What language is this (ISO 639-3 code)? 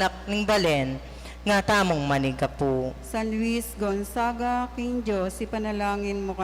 pam